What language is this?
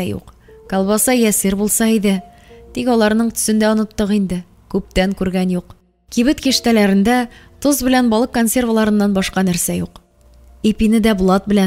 Tatar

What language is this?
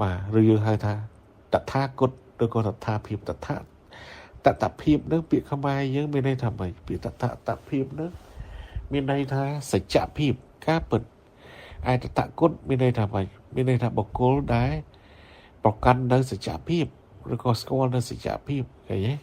Khmer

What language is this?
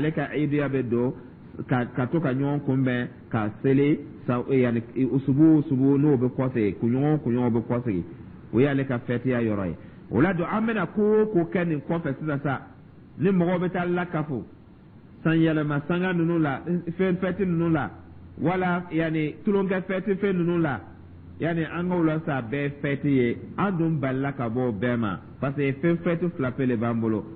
Dyula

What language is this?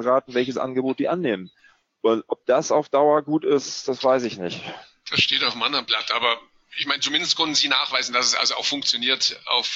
German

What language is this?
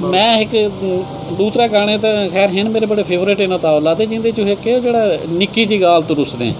Saraiki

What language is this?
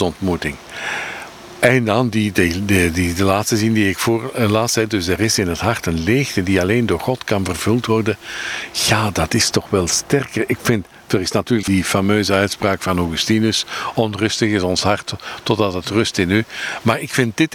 Dutch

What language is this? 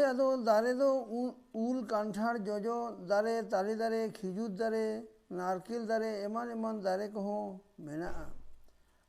Santali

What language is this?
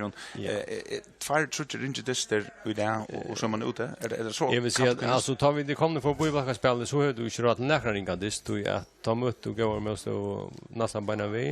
Faroese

